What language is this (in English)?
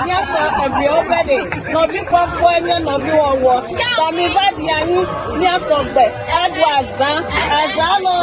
Ewe